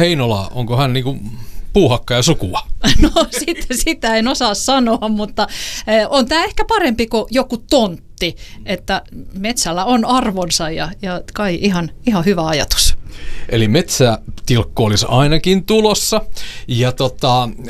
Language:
Finnish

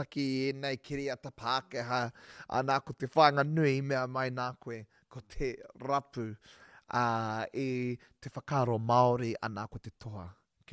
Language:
Māori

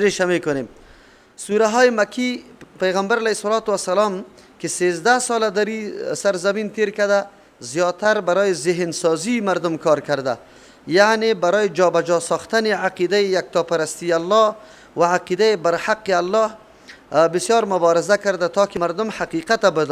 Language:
Persian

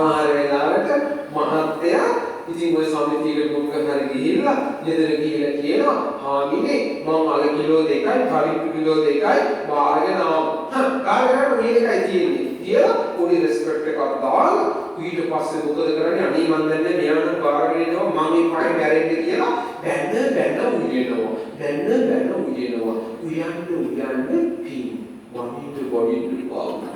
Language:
Sinhala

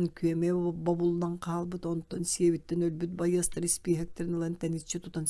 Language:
Yakut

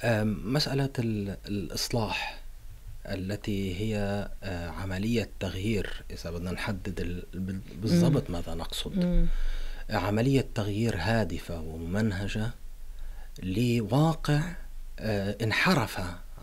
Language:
Arabic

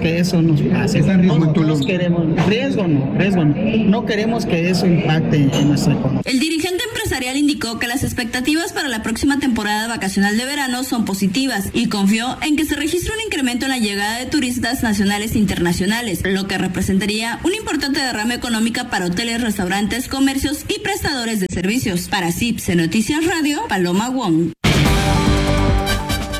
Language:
Spanish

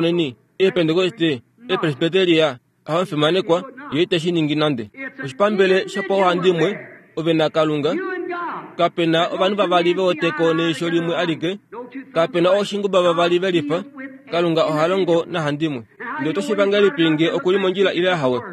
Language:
Kuanyama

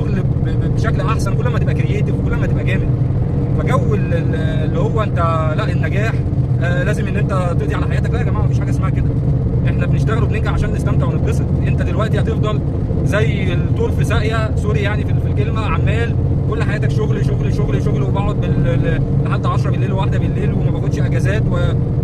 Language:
Egyptian Arabic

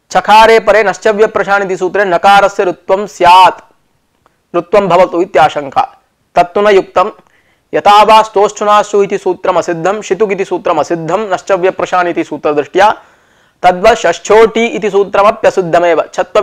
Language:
Sanskrit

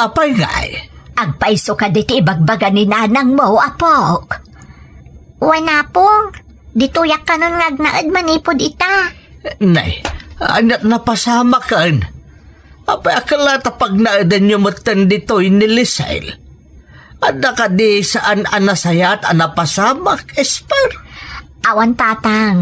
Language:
Iloko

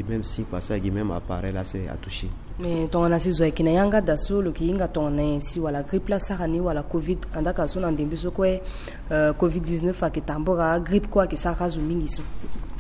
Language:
Sango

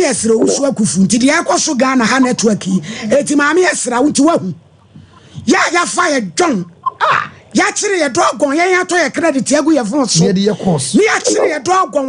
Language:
Akan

